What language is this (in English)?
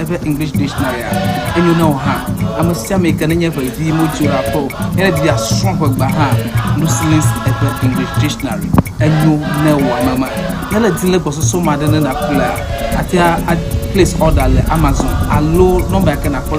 Ewe